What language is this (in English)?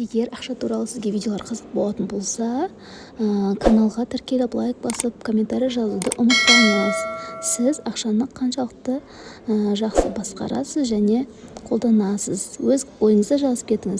Kazakh